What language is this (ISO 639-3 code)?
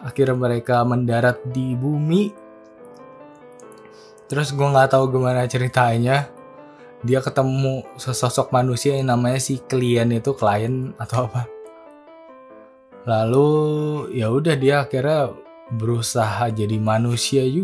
ind